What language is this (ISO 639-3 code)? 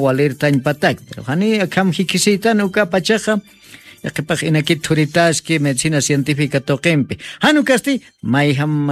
aym